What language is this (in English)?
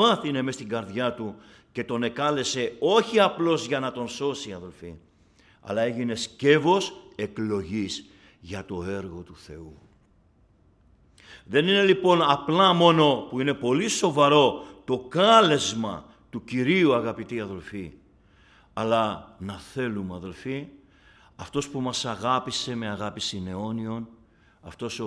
Greek